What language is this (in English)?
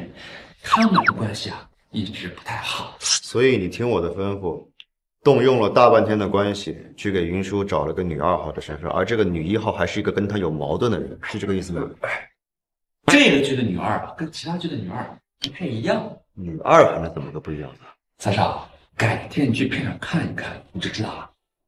Chinese